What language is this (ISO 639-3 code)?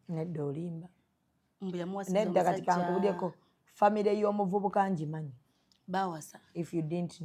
lug